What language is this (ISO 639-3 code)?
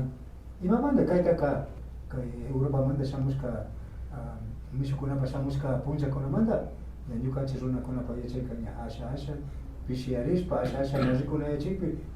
qvi